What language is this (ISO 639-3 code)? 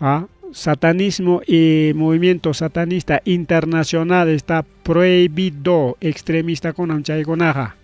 quy